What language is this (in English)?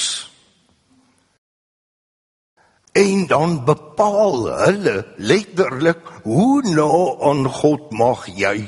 Afrikaans